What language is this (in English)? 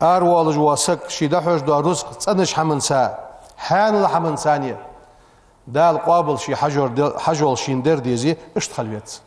Ingush